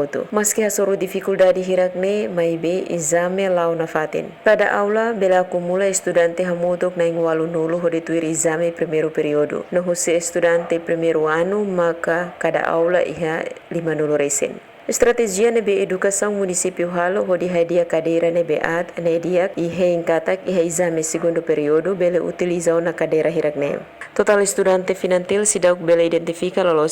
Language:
Tetum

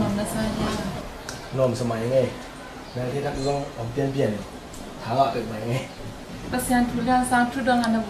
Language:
Tedim Chin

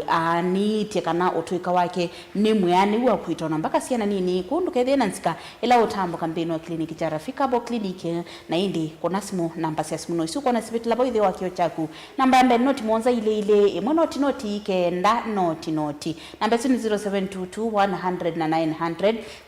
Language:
Kamba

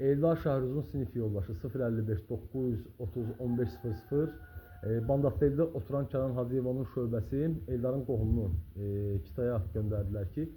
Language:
Azerbaijani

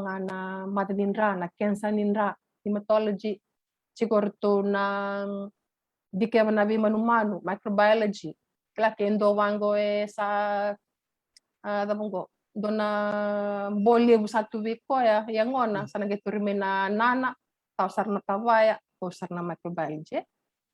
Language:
Fijian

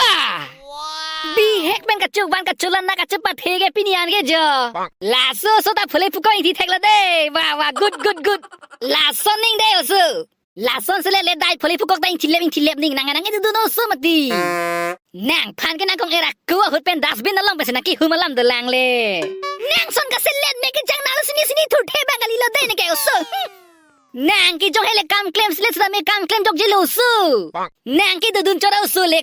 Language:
Karbi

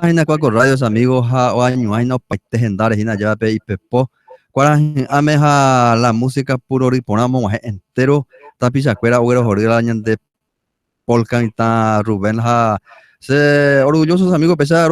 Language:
Guarani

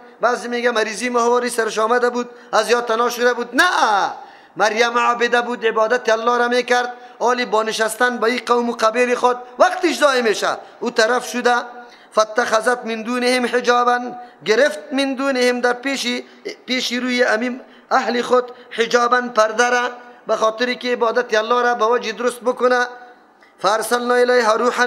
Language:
Persian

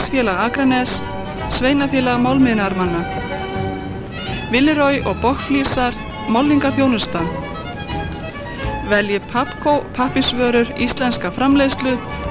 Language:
Icelandic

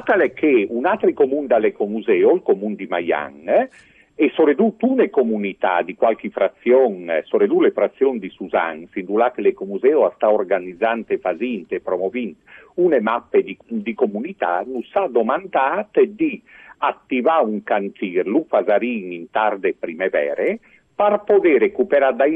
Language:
Friulian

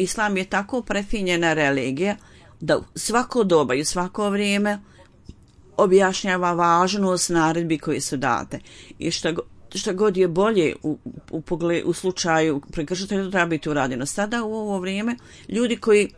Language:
Bosnian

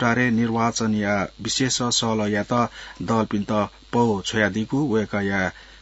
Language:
Newari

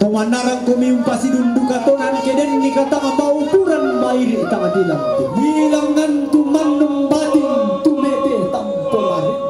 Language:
Toraja-Sa'dan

